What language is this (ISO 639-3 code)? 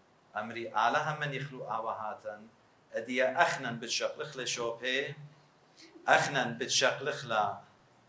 aii